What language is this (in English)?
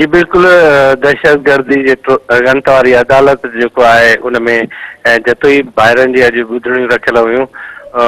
Sindhi